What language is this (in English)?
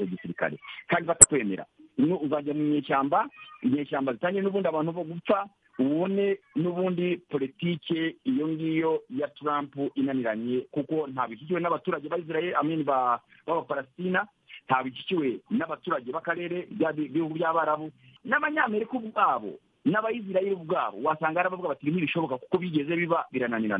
Kinyarwanda